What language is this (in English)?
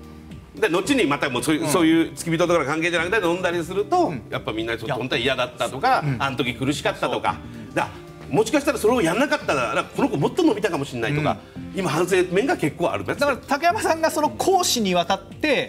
Japanese